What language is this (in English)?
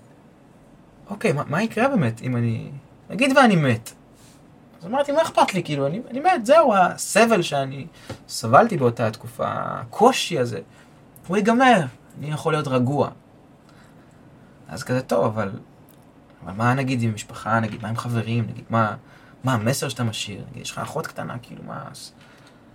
Hebrew